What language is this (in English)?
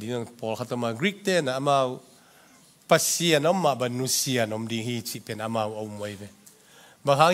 Tedim Chin